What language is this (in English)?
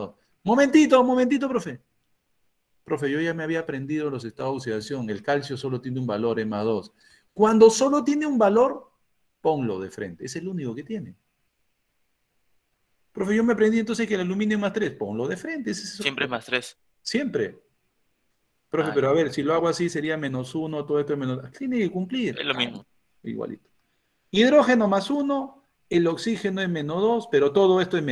Spanish